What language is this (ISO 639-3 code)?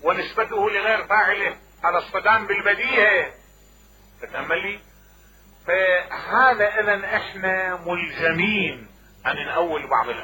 acm